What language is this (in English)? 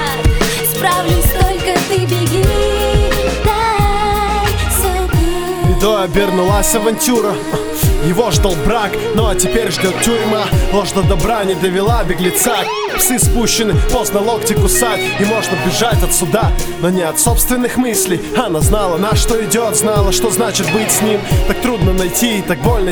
Russian